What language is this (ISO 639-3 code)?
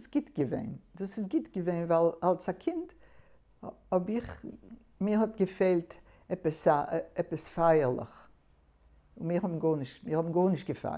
yid